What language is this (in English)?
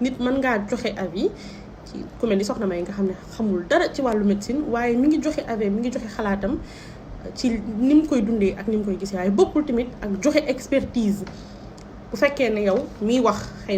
Wolof